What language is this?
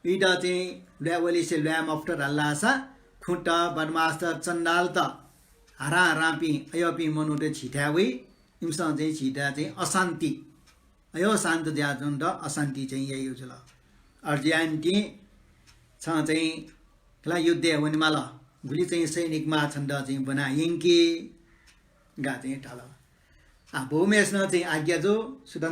Newari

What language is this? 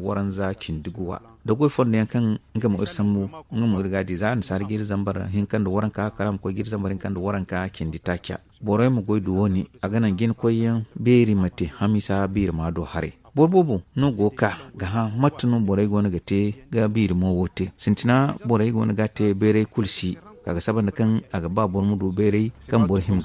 Zarma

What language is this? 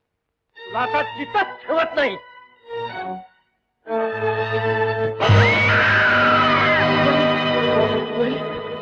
Marathi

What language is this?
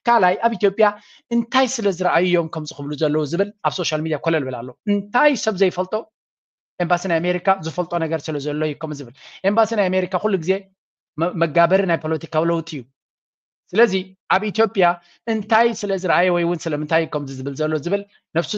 Tigrinya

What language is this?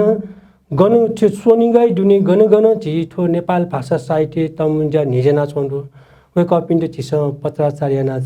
Newari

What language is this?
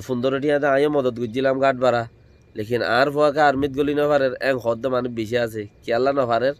Rohingya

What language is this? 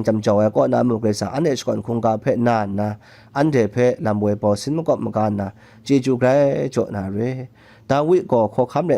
Kachin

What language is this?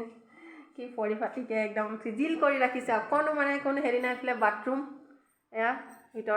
Assamese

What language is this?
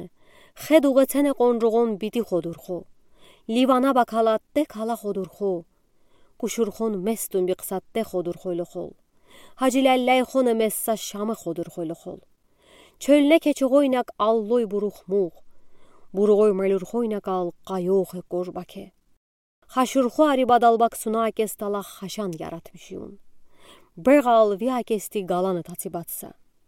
Udi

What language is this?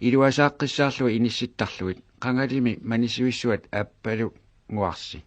Kalaallisut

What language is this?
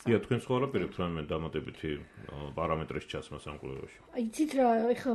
Georgian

